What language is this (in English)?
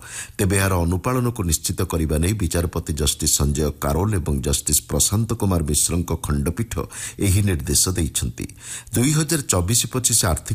Odia